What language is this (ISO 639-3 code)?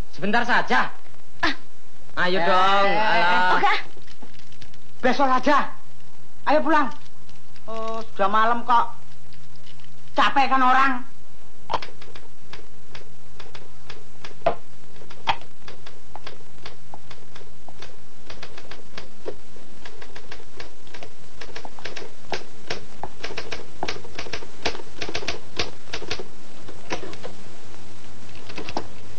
ind